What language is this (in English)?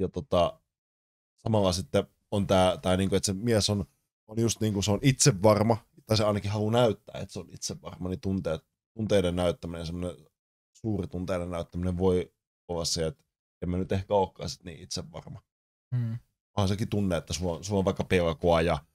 Finnish